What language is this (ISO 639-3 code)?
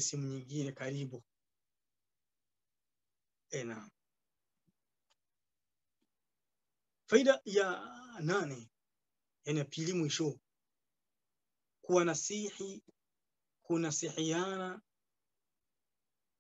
swa